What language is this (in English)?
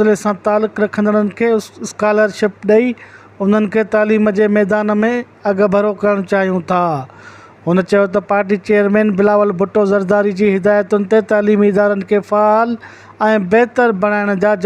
Sindhi